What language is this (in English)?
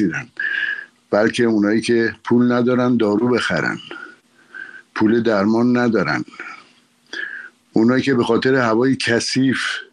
Persian